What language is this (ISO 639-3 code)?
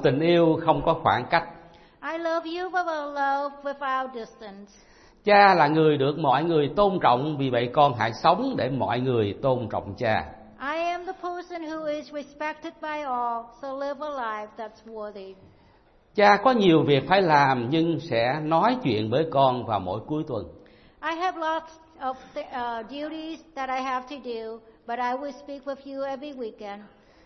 vie